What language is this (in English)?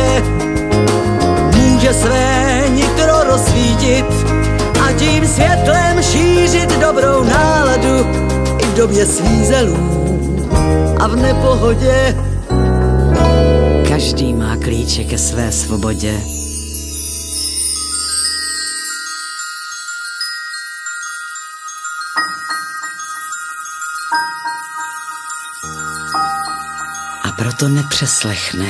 Czech